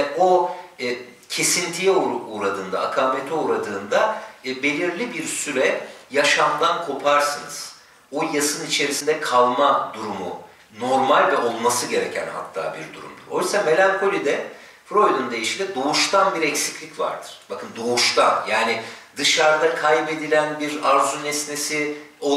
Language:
Turkish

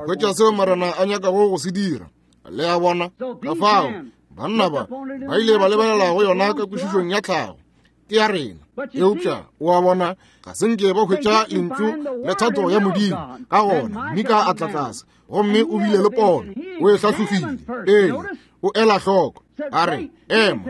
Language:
Northern Sotho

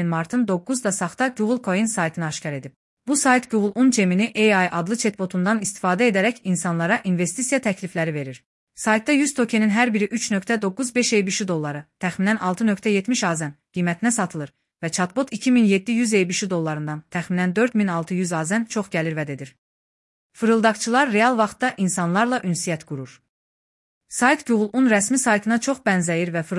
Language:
Azerbaijani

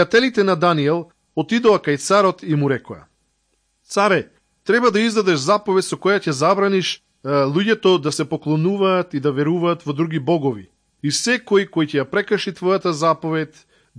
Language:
Macedonian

